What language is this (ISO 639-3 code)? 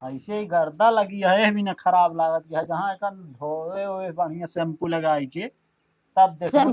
awa